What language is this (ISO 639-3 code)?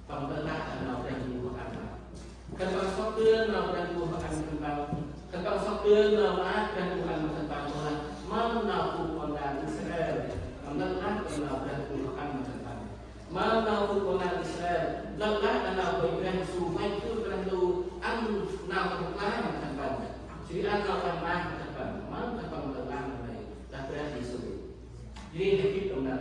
cmo